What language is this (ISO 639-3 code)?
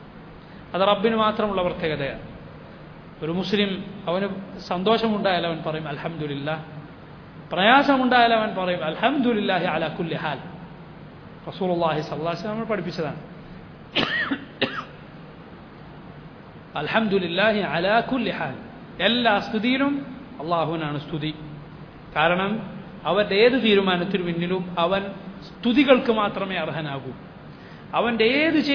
mal